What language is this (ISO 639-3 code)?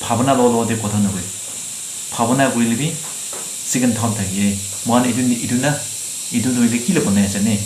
nag